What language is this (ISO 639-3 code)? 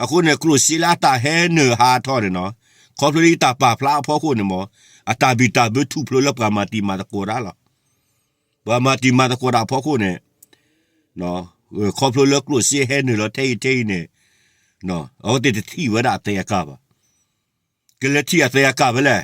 ksw